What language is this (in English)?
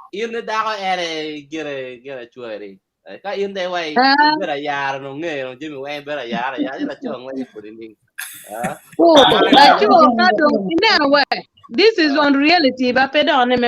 Acoli